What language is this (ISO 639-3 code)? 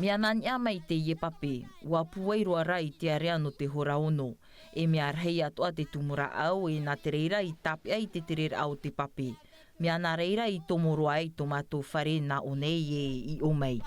tah